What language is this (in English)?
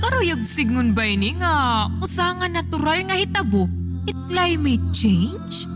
Waray